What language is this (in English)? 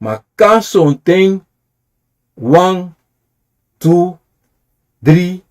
Sranan Tongo